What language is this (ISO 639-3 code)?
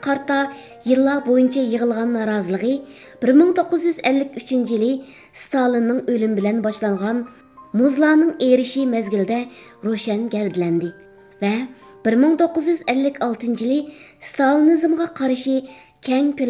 uig